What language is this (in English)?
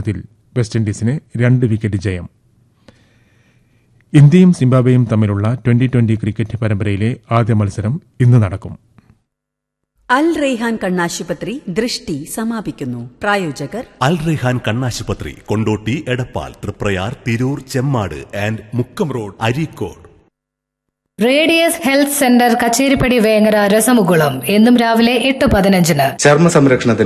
Malayalam